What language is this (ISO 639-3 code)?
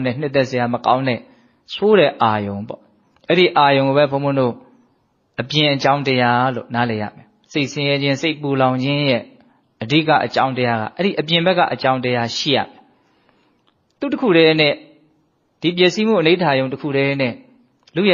mya